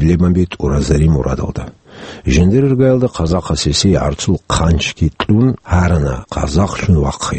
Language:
Avaric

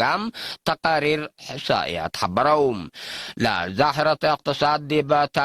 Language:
Tigre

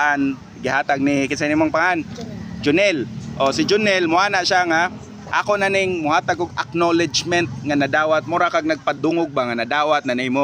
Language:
Cebuano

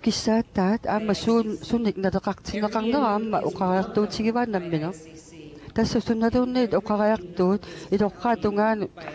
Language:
Kalaallisut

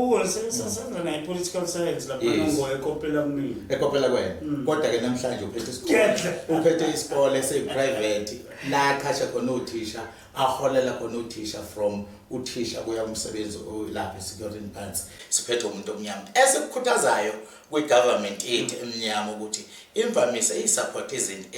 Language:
Zulu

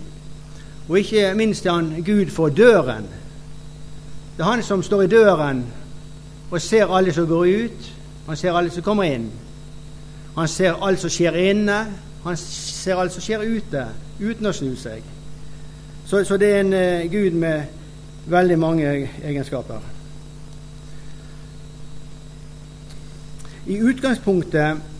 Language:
Norwegian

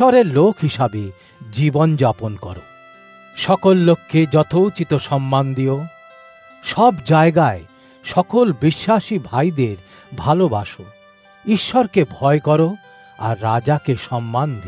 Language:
Bangla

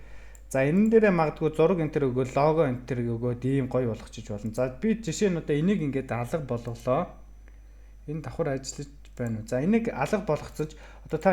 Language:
Mongolian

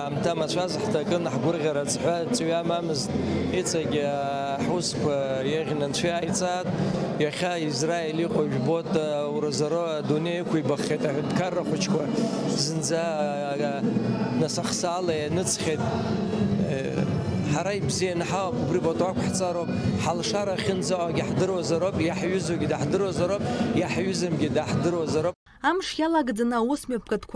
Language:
Abkhazian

